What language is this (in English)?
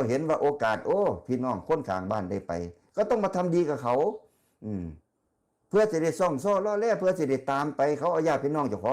Northeastern Thai